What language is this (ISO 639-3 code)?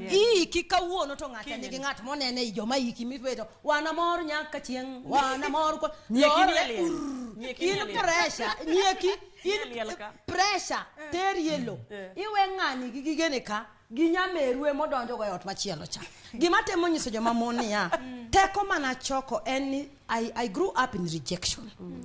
luo